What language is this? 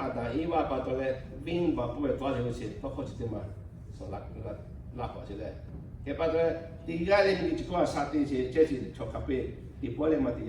Lahu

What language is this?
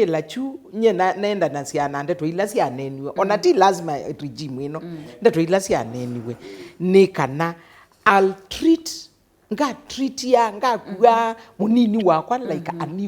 Kamba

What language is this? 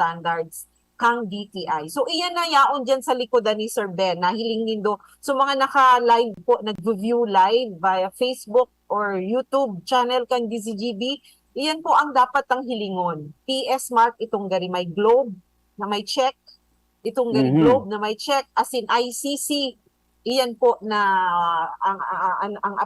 Bikol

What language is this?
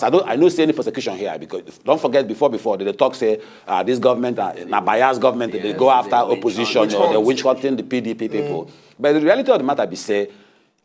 Nigerian Pidgin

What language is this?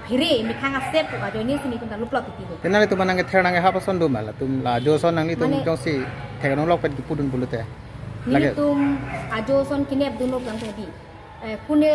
Karbi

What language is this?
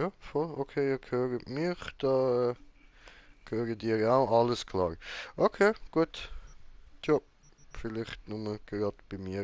Swiss German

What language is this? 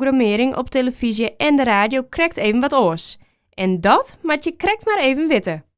Western Frisian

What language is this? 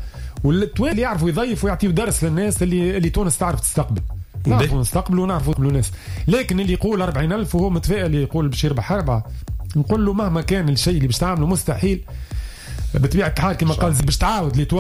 Tunisian Arabic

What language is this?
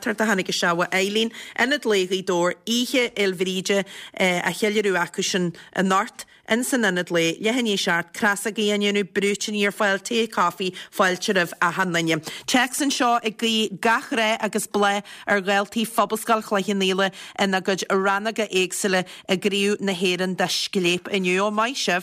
Irish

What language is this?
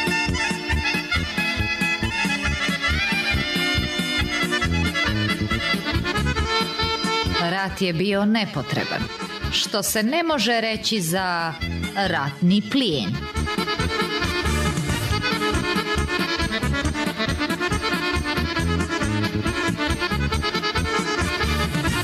Serbian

